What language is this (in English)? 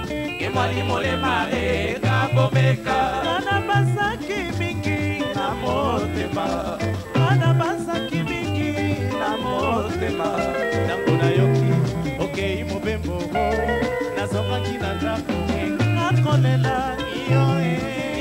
Lingala